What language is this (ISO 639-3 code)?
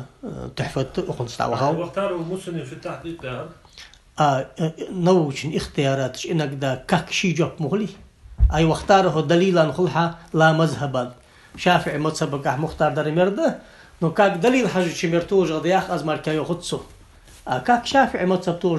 inh